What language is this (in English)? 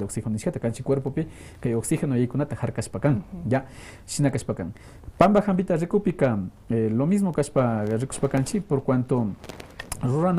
Quechua